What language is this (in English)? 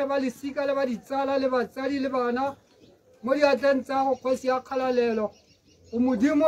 Tswana